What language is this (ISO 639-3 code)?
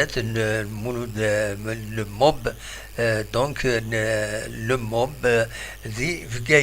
kab